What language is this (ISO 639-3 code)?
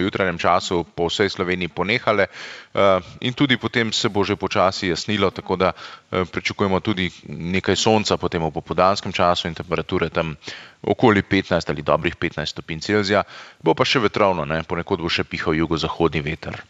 slv